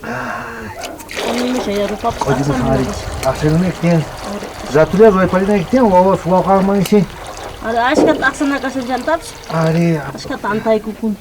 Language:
South Bolivian Quechua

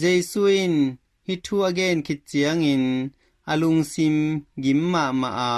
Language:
Tedim Chin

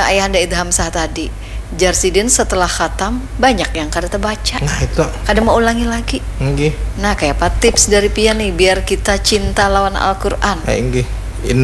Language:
Banjar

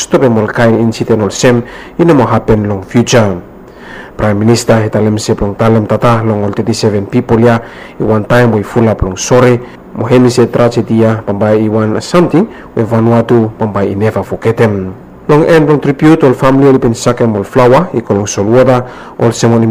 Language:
Bislama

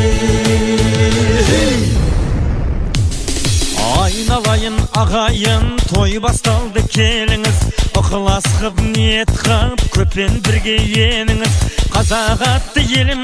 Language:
Kazakh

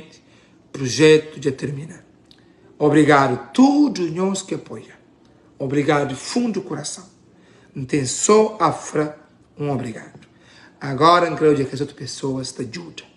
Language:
Kabuverdianu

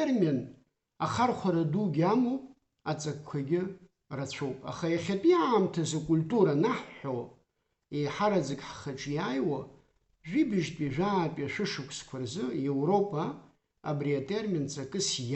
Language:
Abkhazian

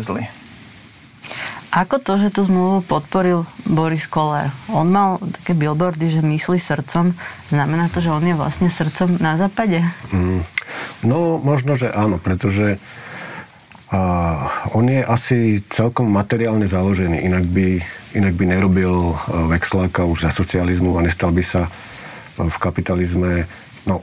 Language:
Slovak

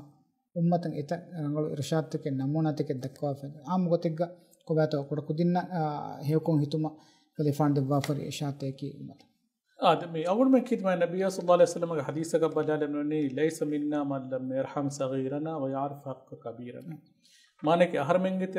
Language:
Divehi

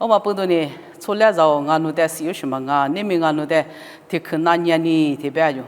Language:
Lisu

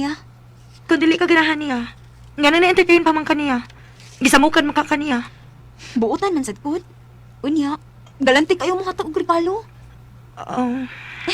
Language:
Cebuano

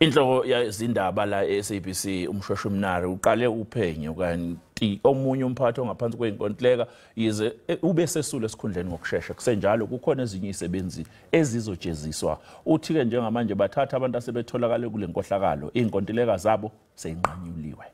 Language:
Zulu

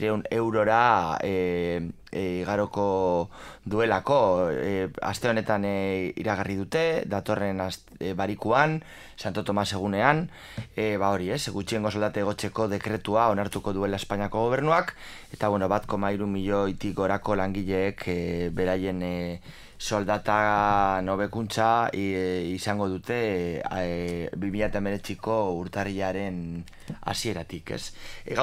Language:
Basque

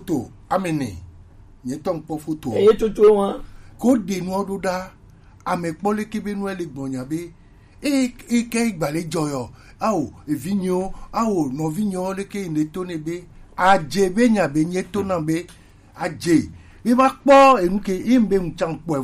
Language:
Gen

